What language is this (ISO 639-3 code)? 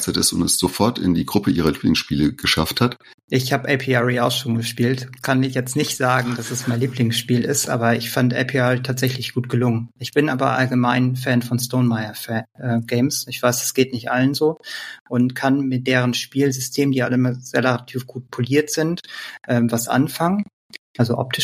deu